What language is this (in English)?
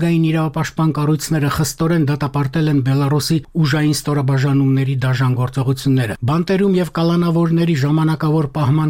Armenian